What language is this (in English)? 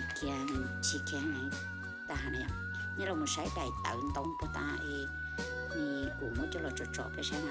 Hmong